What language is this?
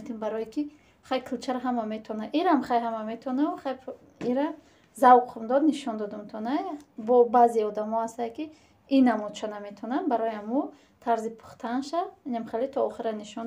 Tajik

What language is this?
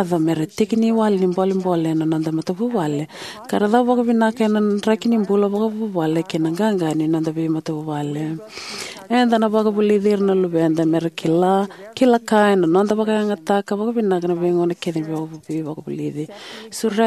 Fijian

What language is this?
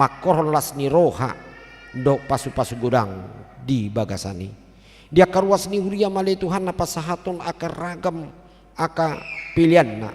Batak Toba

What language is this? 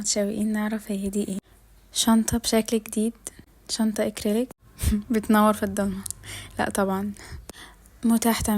Egyptian Arabic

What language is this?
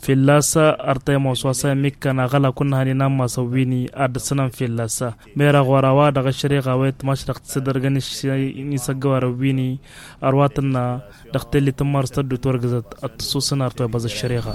Tamasheq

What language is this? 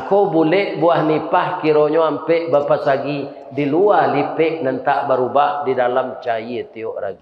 Minangkabau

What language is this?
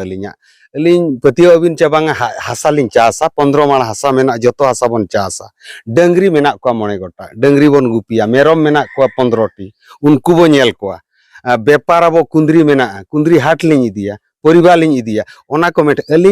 Santali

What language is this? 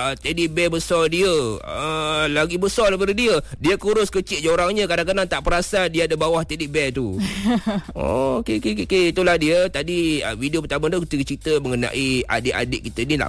Malay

